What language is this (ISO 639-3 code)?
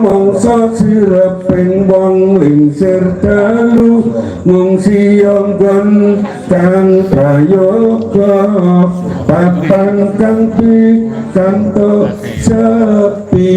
jav